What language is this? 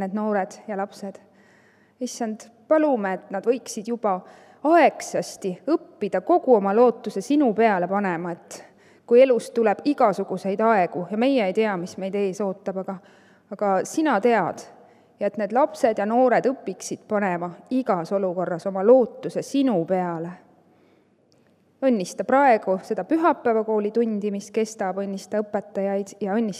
Estonian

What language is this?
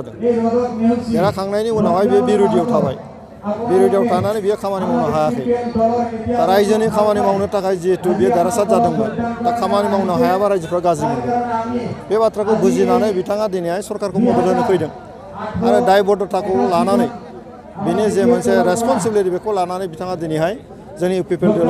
Bodo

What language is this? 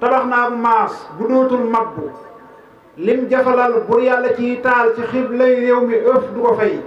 Wolof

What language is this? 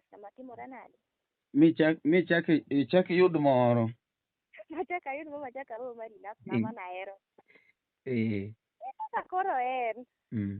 Luo (Kenya and Tanzania)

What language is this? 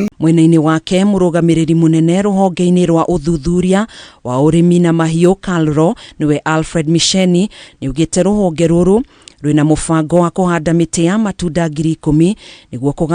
Kikuyu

